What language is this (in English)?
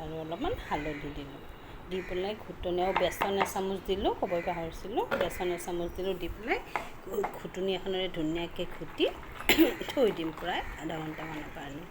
Assamese